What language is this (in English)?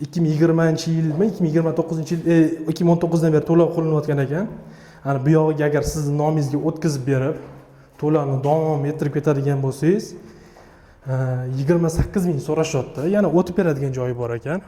Uzbek